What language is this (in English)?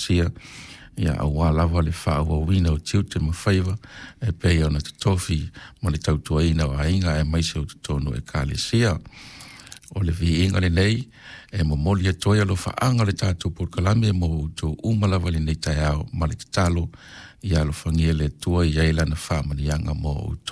Samoan